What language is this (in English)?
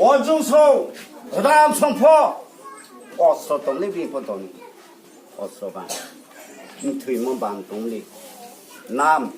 Riang (India)